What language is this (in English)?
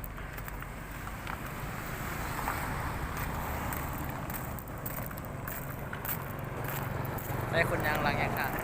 Lao